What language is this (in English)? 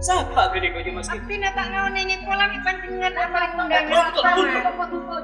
Madurese